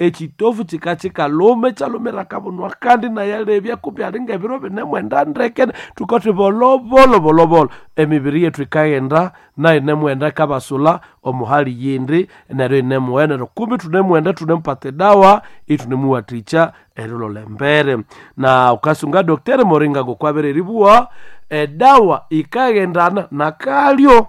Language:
Nande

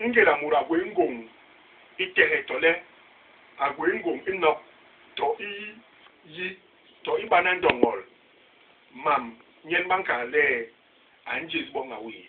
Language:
Basaa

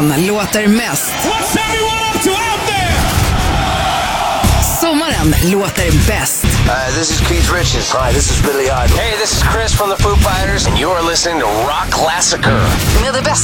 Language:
Swedish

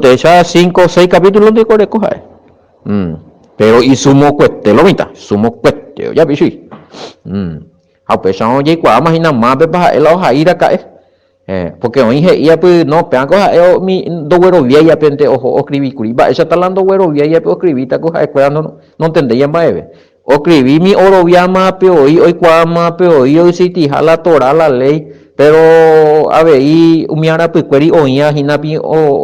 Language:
Guarani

